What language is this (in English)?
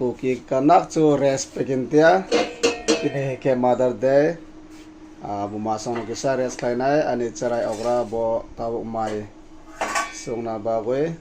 Kok Borok